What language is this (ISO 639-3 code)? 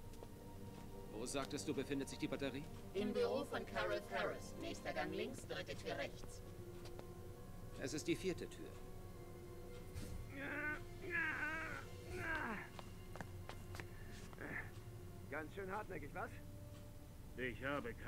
deu